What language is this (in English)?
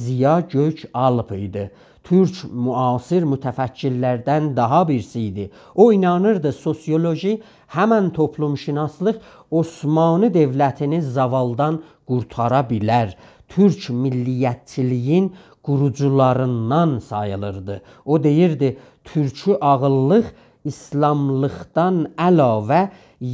South Azerbaijani